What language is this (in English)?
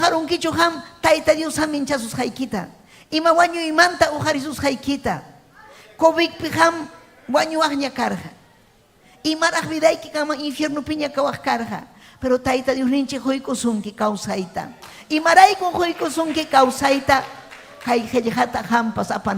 Ayacucho Quechua